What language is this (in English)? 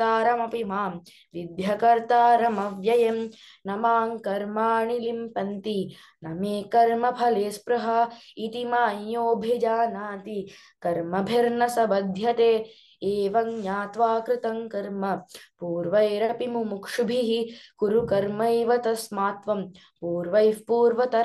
Sanskrit